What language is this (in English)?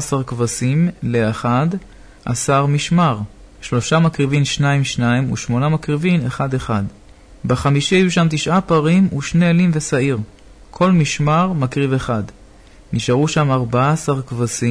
Hebrew